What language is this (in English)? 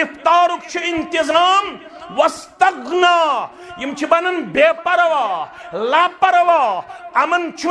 Kashmiri